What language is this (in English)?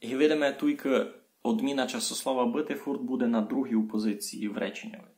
Rusyn